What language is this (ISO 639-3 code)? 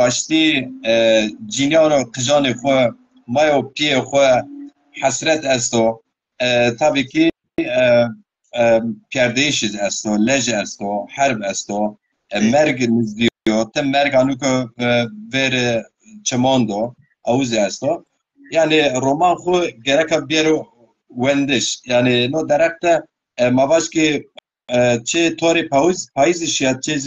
zza